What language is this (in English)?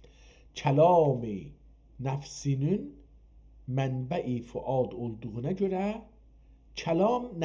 South Azerbaijani